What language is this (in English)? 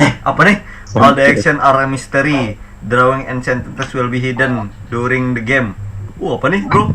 Banjar